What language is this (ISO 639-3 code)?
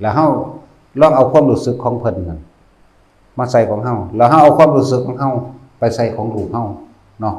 tts